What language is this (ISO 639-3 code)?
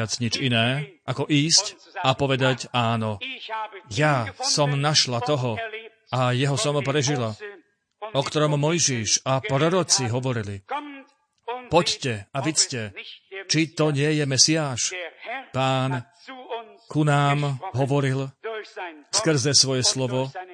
slk